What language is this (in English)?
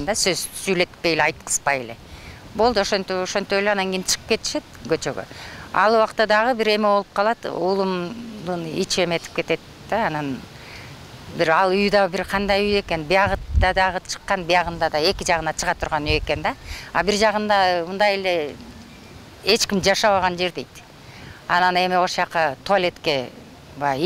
Kyrgyz